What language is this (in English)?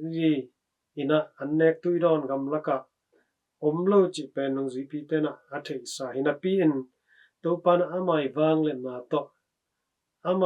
Tedim Chin